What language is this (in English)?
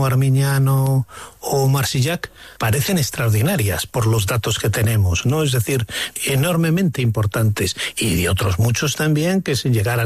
Spanish